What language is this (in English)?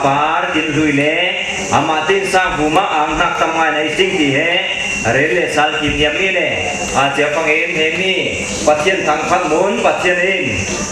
Falam Chin